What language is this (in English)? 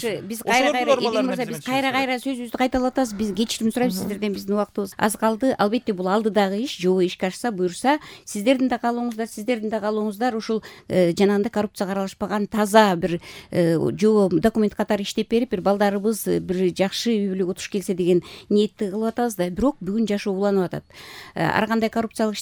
Kyrgyz